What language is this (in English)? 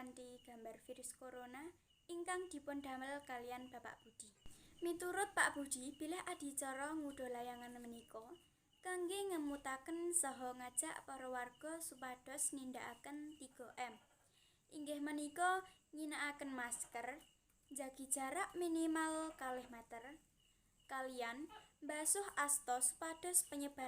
Javanese